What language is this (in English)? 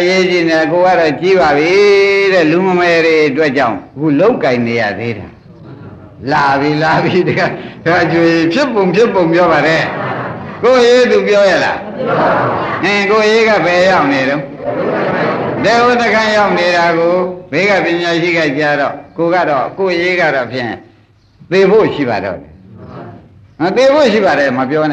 Burmese